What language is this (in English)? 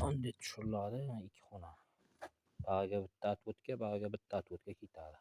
Uzbek